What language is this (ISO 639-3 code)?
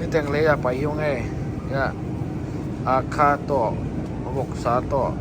ctd